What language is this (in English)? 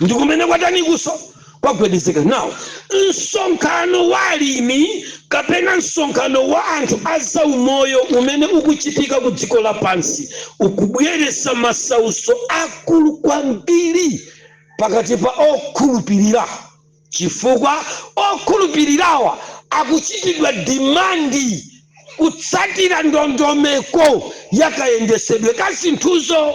Nyanja